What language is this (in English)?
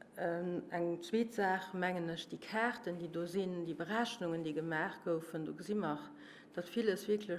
Luxembourgish